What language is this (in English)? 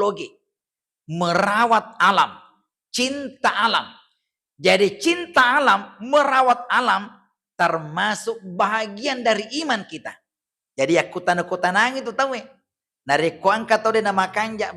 Buginese